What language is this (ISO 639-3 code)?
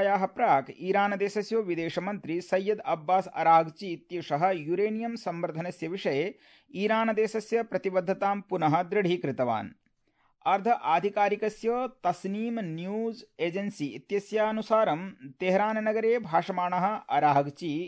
san